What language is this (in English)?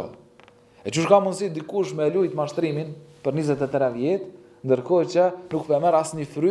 Albanian